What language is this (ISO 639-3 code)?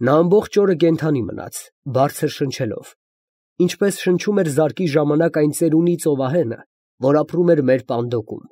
hye